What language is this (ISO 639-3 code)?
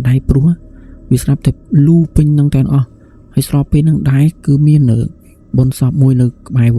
khm